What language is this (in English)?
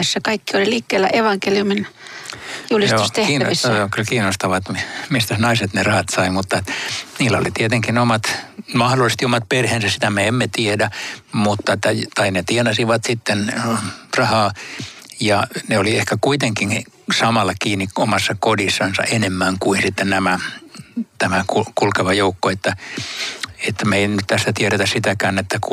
Finnish